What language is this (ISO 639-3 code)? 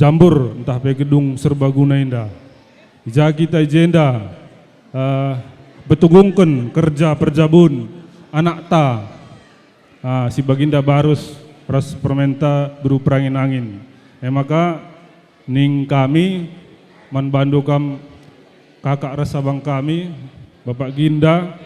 btx